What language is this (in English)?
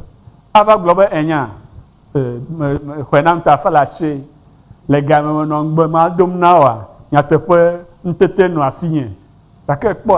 Ewe